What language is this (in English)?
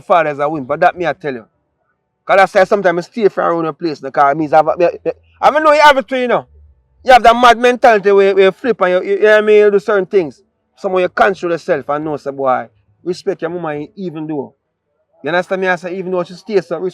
Jamaican Creole English